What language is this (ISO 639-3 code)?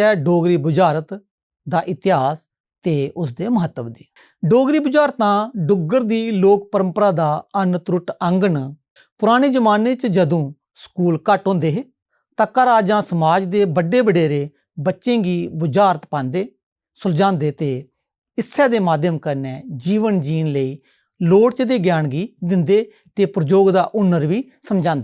doi